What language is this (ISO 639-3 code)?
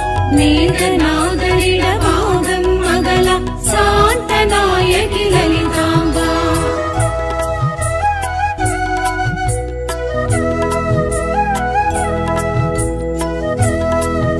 tam